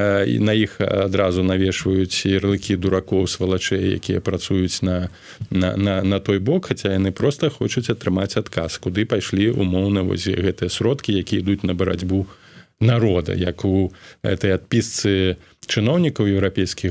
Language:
Belarusian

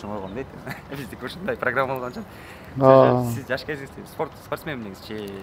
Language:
Kyrgyz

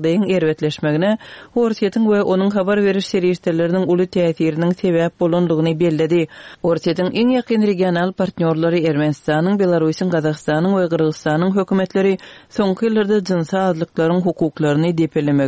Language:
Turkmen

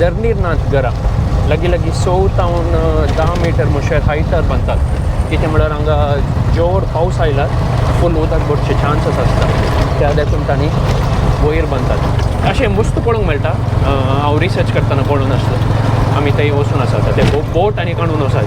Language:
Konkani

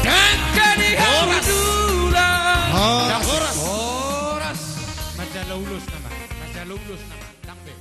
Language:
Batak Toba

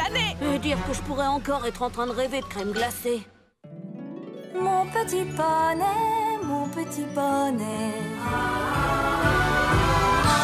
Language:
French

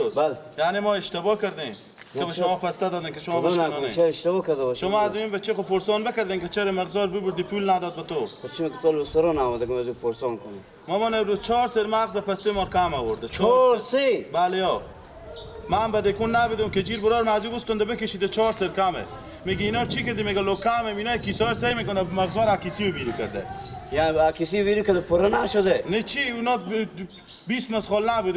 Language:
Persian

